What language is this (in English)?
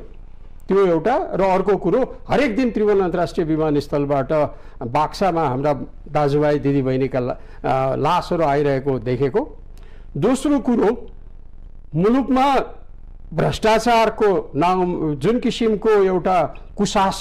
Nepali